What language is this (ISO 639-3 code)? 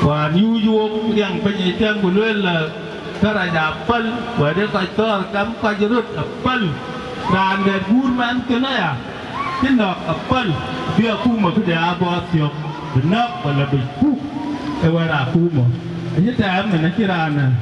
din